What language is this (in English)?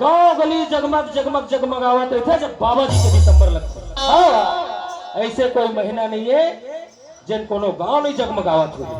Chhattisgarhi